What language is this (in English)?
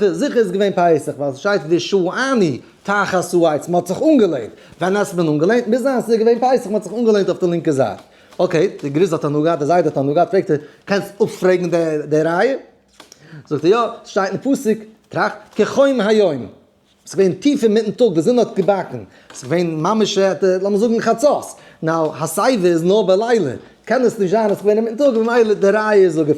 Yiddish